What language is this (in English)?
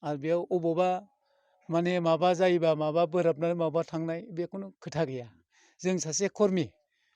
Bodo